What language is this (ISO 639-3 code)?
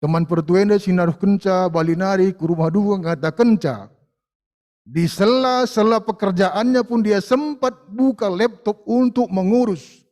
btx